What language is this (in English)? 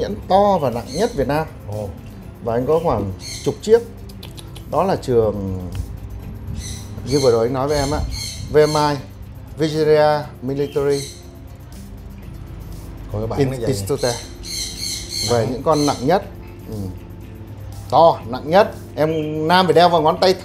Vietnamese